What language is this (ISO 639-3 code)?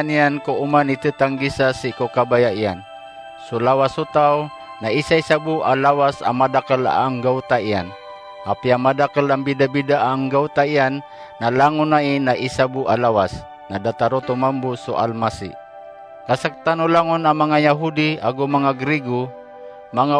mrw